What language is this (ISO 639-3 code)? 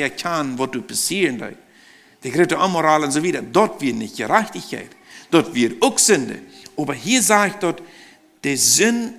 pdt